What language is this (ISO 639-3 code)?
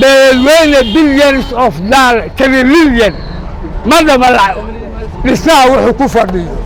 som